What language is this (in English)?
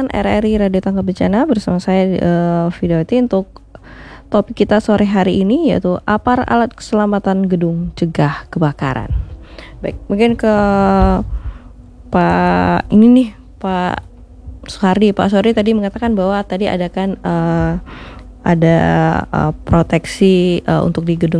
Indonesian